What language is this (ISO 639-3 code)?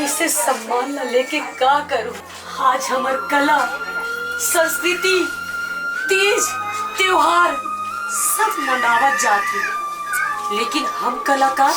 hne